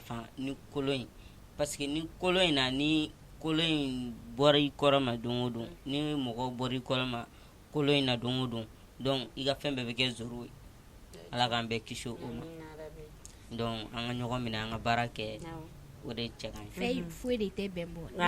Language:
Bambara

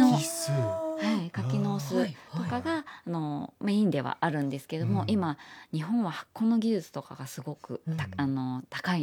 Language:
Japanese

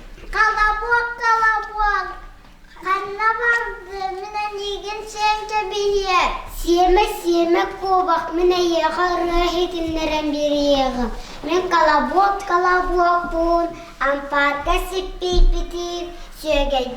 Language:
Yakut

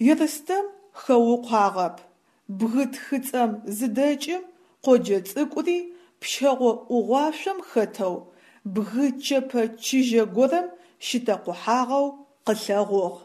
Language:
Adyghe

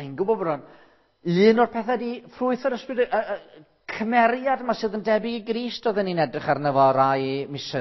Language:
Welsh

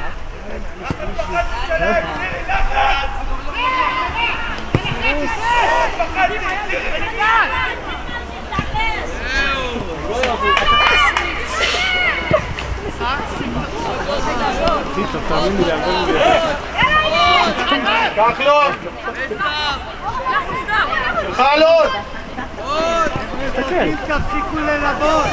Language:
Hebrew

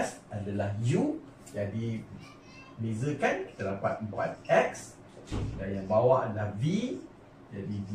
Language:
Malay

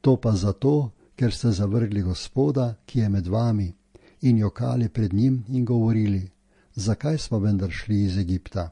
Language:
Slovenian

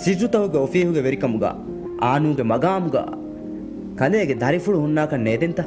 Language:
Divehi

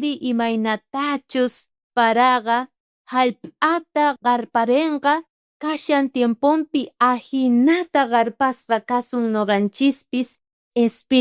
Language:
South Bolivian Quechua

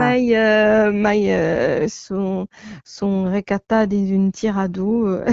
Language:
Occitan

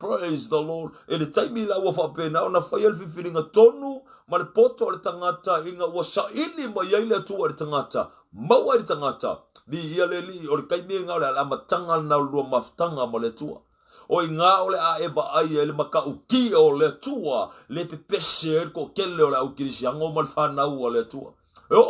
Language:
Samoan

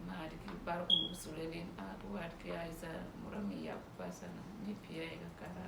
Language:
Uduk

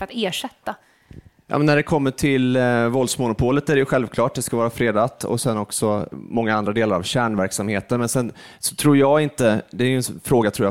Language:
Swedish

